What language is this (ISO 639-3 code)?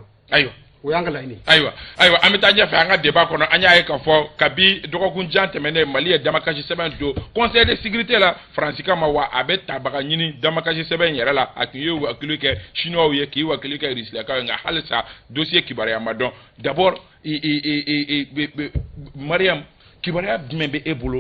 bam